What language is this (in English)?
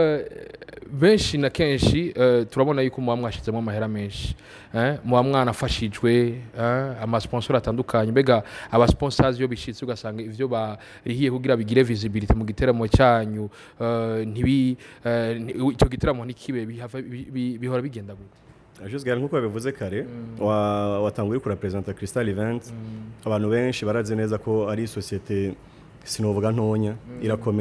Rundi